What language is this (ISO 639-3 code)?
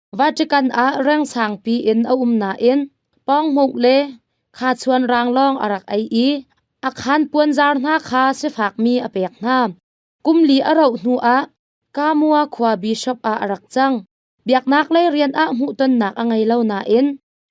cnh